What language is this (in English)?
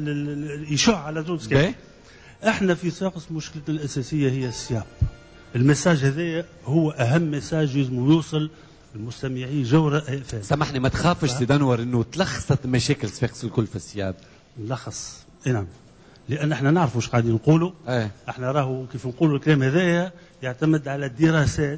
Tunisian Arabic